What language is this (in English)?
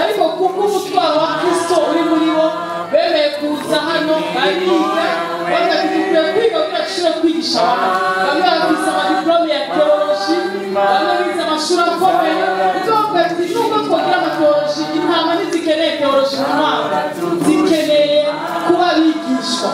Rundi